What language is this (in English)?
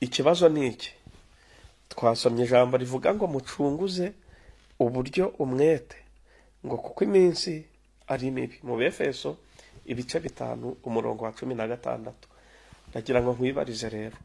Kinyarwanda